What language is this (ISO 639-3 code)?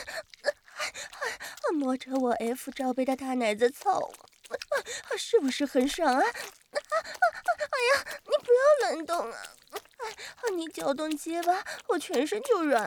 zho